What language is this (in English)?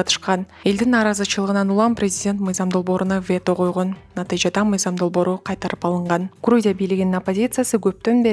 Kyrgyz